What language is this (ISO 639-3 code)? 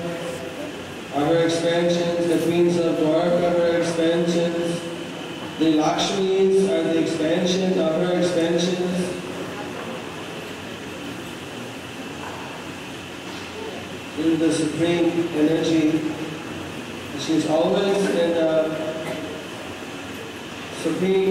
eng